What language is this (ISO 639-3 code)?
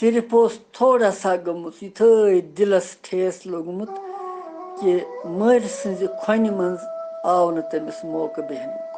kas